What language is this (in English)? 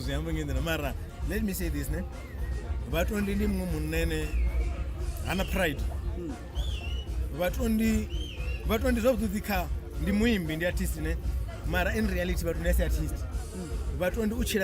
Venda